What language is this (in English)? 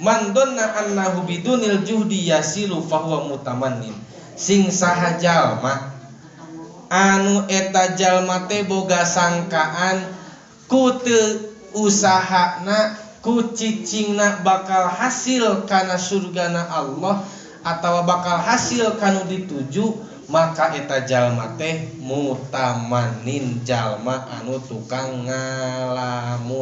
Sundanese